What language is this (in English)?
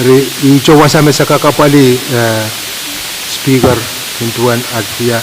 Pohnpeian